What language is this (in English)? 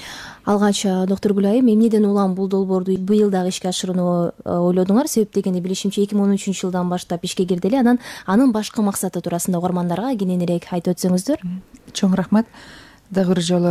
Kyrgyz